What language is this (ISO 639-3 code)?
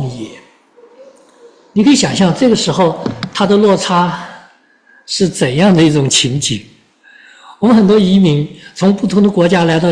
zho